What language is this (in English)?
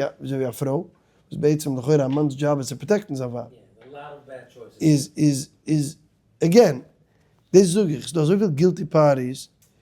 Yiddish